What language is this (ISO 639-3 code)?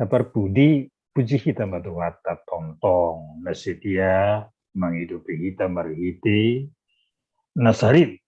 bts